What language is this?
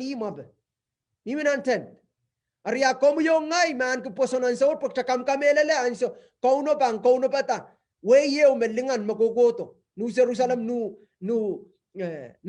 Pohnpeian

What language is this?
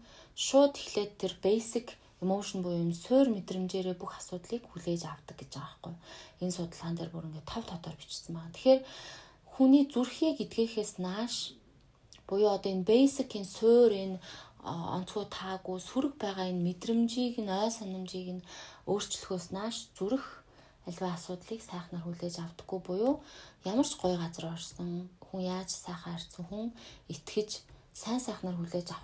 Mongolian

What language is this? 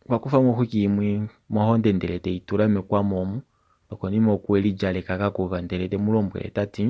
Kuanyama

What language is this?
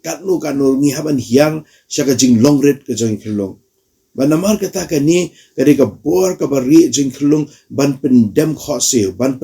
Khasi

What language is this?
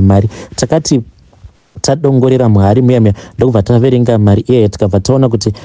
Shona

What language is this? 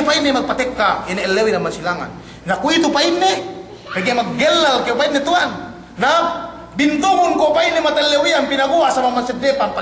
Yakan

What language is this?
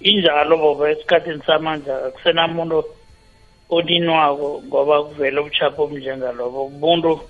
South Ndebele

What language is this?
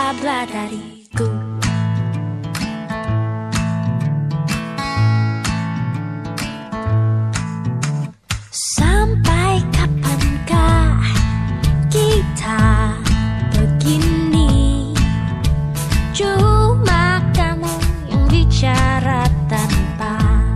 Indonesian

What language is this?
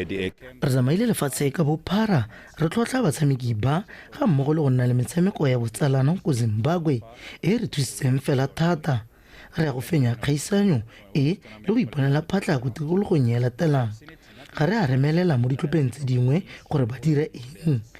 Tswana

